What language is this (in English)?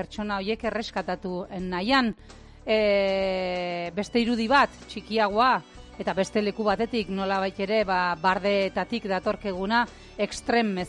Basque